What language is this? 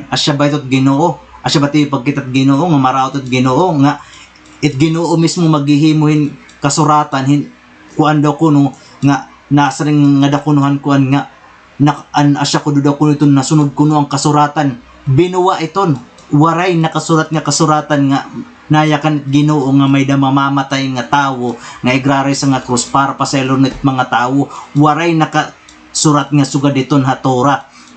Waray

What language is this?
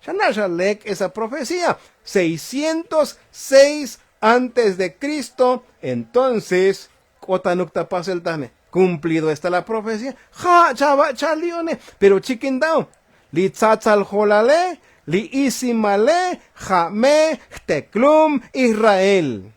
Tzotzil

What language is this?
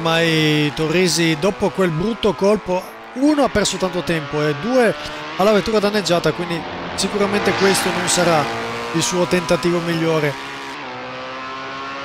Italian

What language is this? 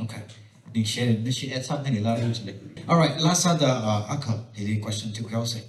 Tangkhul Naga (India)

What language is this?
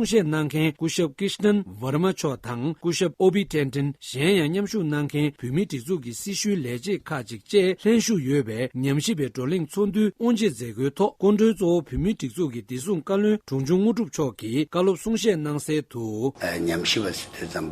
Tibetan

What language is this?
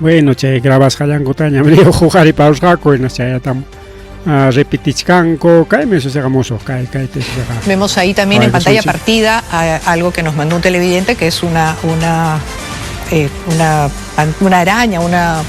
Ayacucho Quechua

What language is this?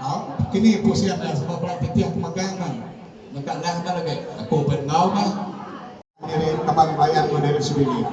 Iban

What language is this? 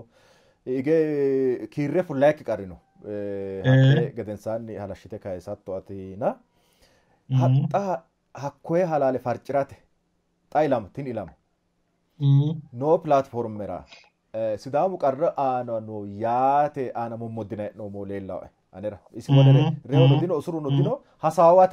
Sidamo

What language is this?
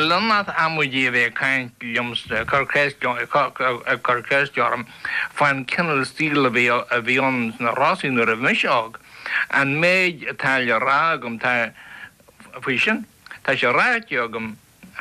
Irish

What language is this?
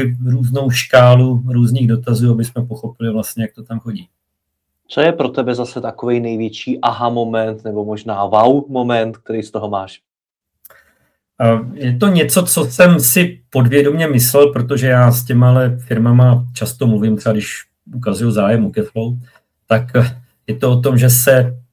Czech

